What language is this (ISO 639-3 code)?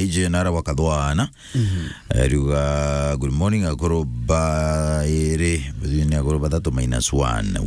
mer